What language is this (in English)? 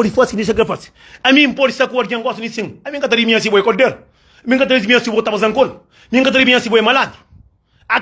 Kabuverdianu